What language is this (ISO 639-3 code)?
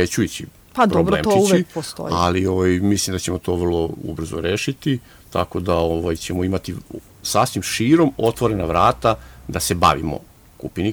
srp